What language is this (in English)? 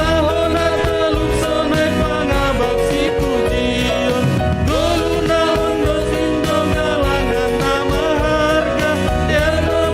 Batak Simalungun